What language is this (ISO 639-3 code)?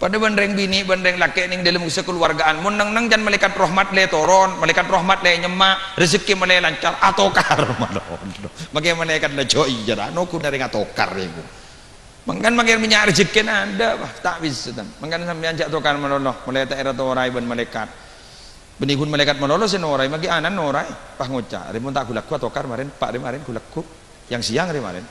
mad